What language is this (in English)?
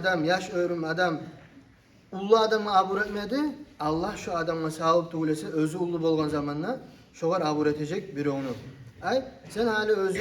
Kumyk